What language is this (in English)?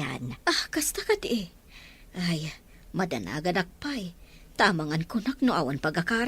Iloko